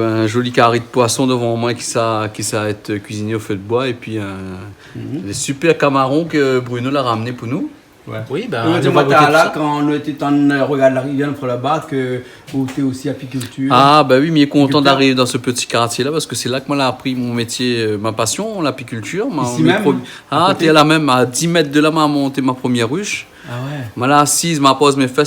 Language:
Réunion Creole French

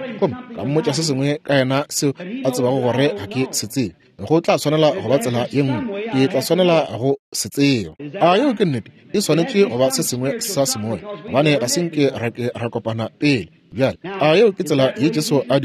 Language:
Northern Sotho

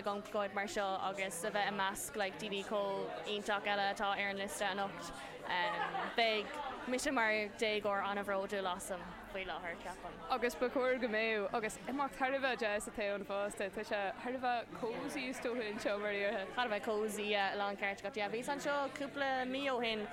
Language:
Irish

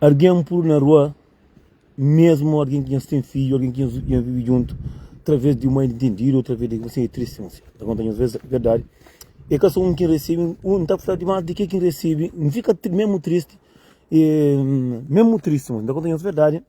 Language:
Kabuverdianu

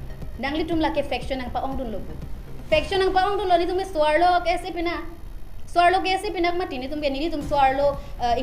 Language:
Karbi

